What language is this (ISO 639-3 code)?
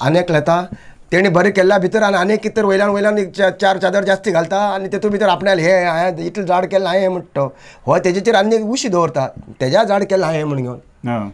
kok